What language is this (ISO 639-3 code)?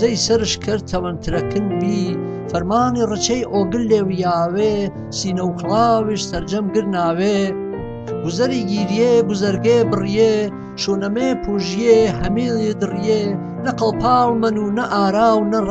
hac